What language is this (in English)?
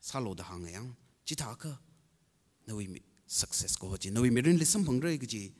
Tangkhul Naga (India)